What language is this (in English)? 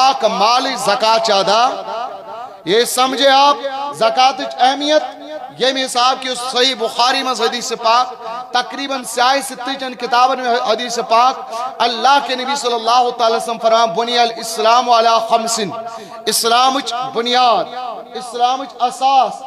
Kashmiri